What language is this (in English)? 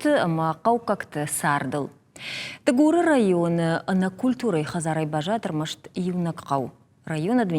Ossetic